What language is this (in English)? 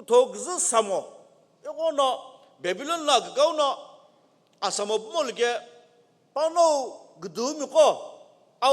Sumi Naga